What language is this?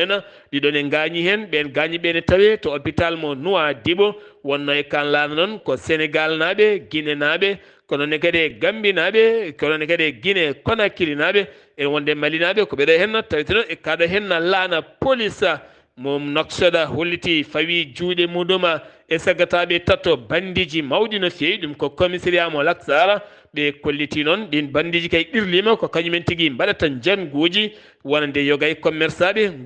Fula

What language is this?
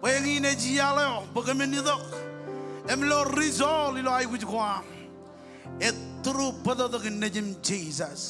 Marshallese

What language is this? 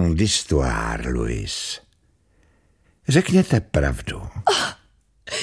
Slovak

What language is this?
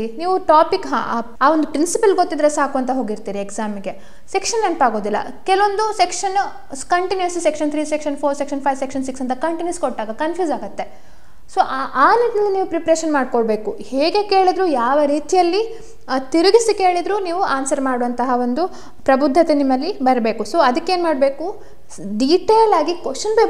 Kannada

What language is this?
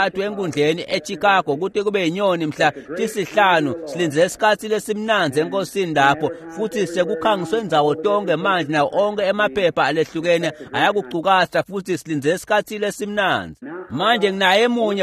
Swati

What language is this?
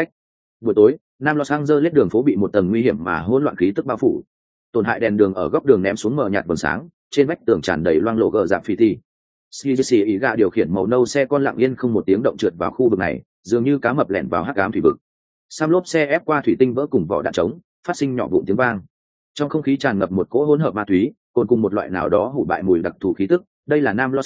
Vietnamese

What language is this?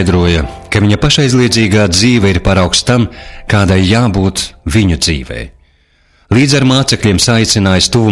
Latvian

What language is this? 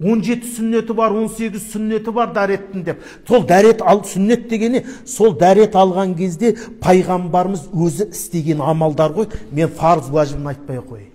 Kazakh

